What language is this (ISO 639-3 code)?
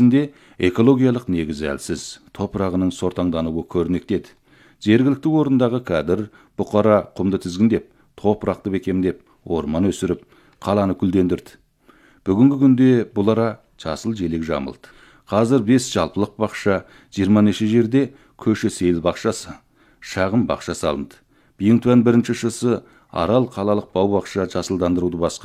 kaz